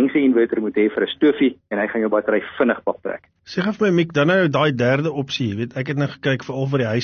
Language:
Afrikaans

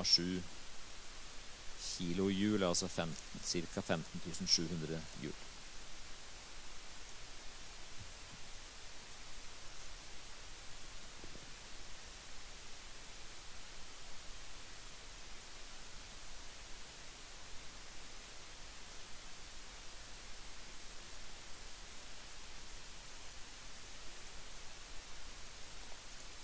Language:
Norwegian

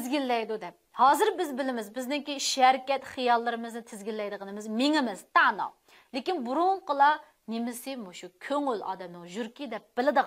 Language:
Uyghur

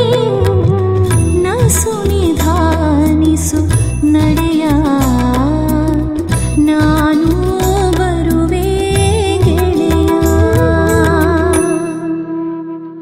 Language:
Kannada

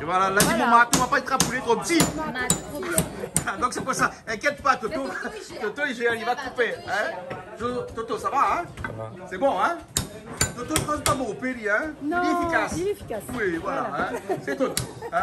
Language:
Réunion Creole French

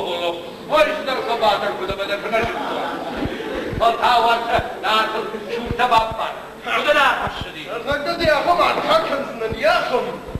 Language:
Ossetic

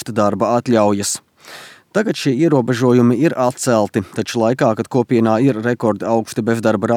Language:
Latvian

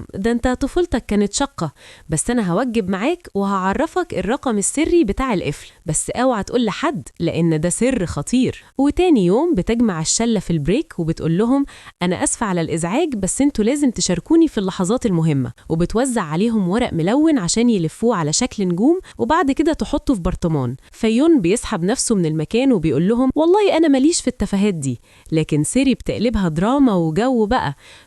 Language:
Egyptian Arabic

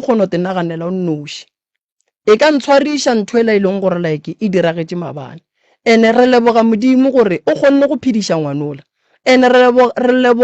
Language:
Northern Sotho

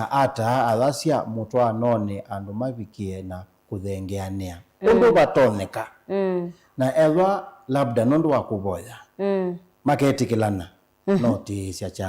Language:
Kamba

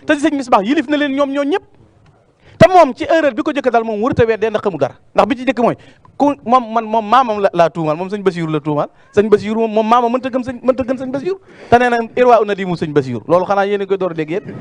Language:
Wolof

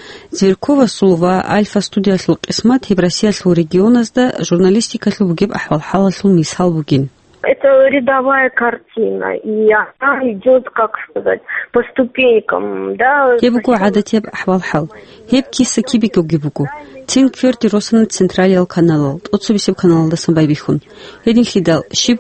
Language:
Avaric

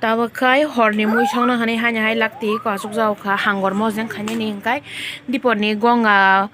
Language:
Kok Borok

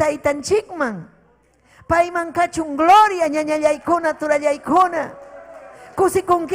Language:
Ayacucho Quechua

